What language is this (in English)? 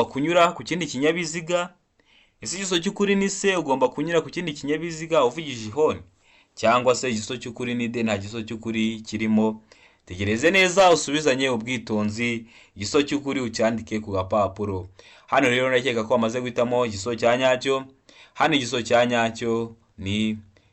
Kinyarwanda